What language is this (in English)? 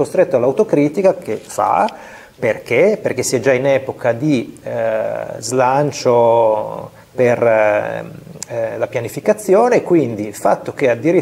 Italian